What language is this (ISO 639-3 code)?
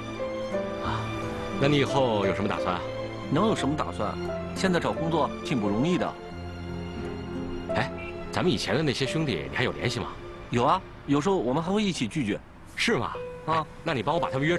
zho